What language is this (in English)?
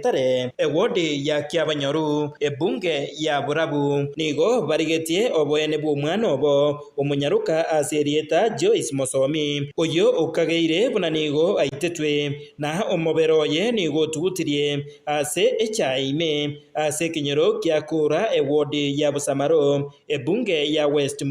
Gusii